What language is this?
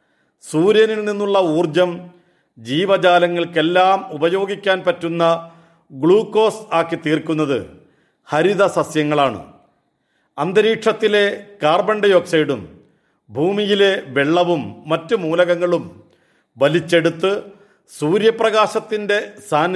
Malayalam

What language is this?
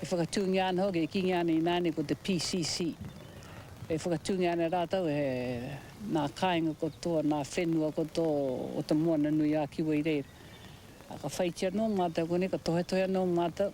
Māori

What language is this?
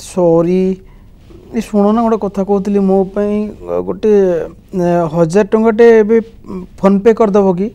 Odia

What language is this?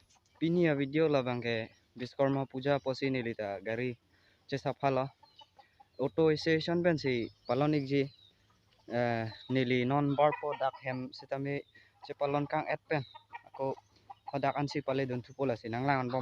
Karbi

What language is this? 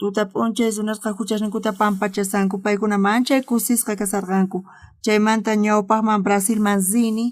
South Bolivian Quechua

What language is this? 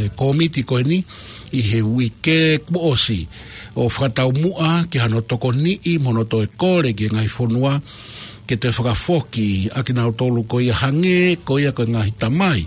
Tongan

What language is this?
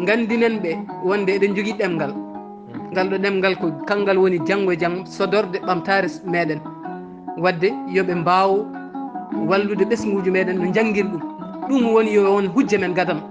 Fula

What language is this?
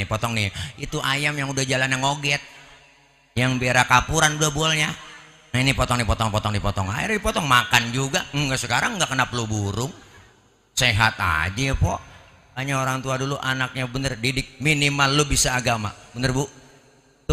Betawi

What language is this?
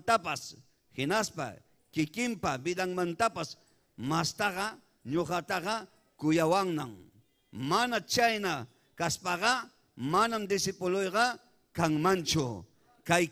Ayacucho Quechua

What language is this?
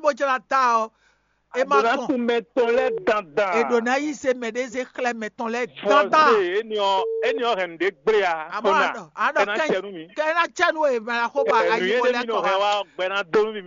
Fon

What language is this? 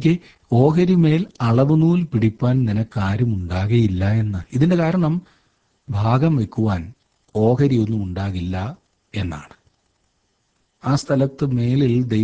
Malayalam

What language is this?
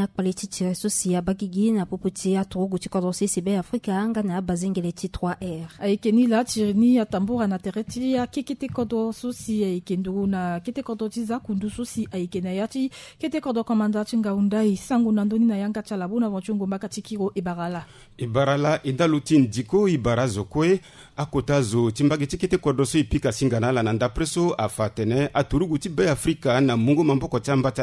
Sango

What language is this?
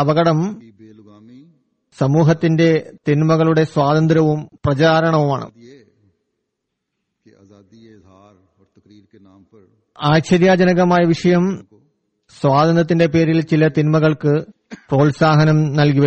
Malayalam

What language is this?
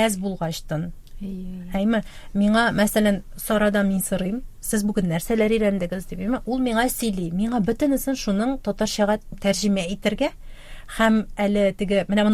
Tatar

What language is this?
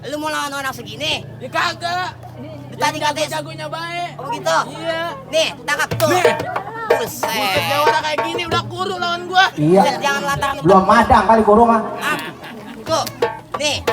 Betawi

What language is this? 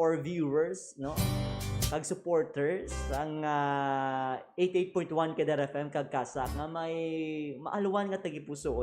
Hiligaynon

